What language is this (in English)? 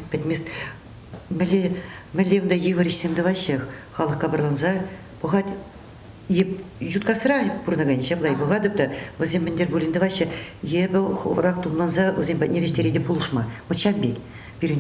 Chuvash